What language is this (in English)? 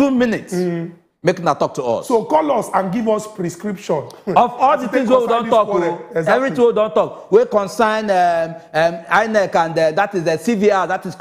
Nigerian Pidgin